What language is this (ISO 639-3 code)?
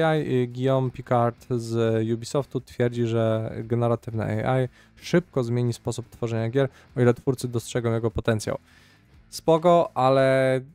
pol